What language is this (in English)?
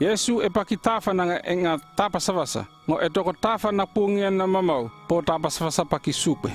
North Efate